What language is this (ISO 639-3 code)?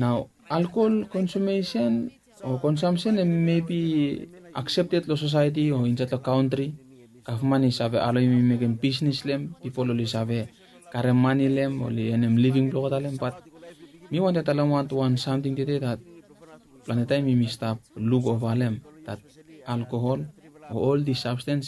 bis